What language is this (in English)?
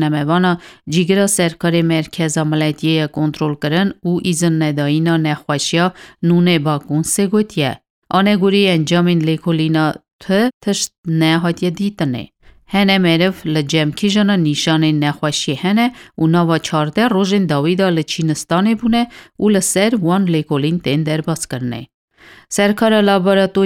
Kurdish